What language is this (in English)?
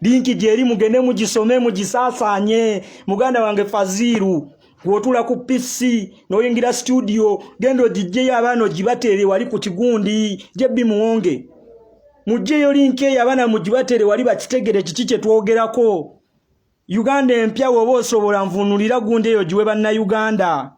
Ganda